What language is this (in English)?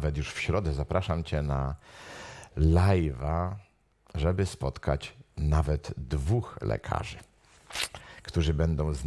Polish